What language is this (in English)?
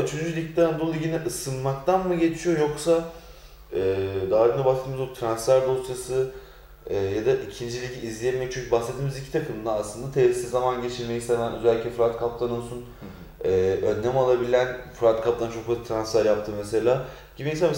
Turkish